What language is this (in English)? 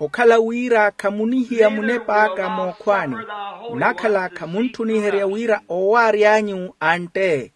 Makhuwa